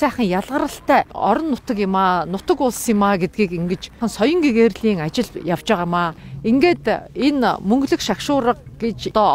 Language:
Mongolian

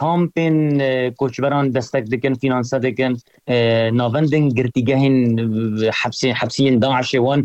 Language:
Kurdish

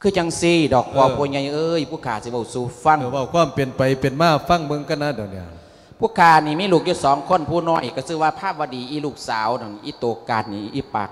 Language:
Lao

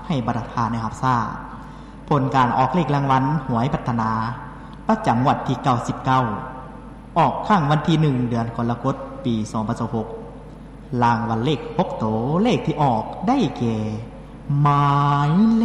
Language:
Lao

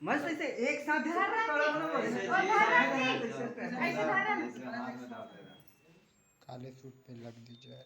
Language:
Chhattisgarhi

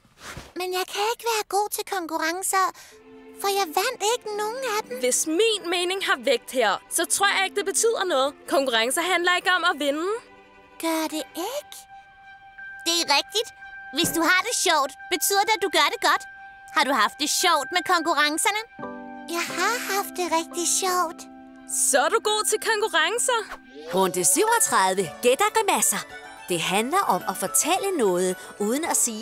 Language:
Danish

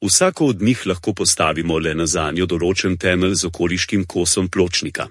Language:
Slovenian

